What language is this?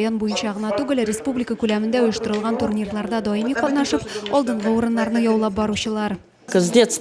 Tatar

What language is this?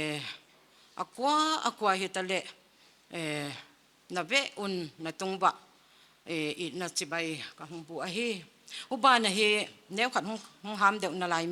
Paite Chin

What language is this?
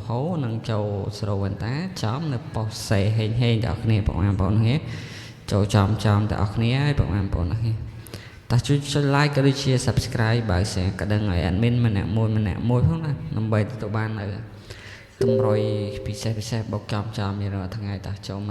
Khmer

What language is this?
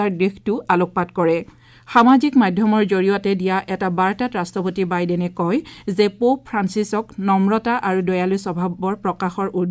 Assamese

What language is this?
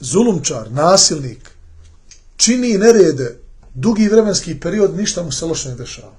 Bosnian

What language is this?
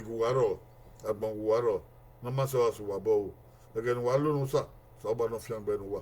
Bini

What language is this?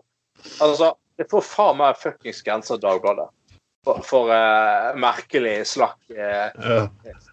Norwegian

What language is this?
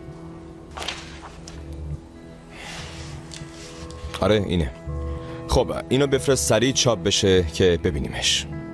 Persian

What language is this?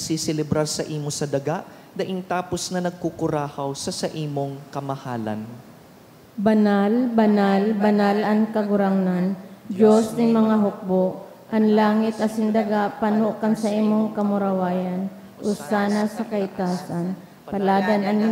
Bikol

